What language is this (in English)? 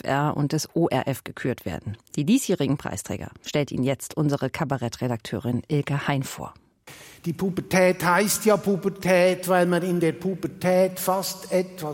German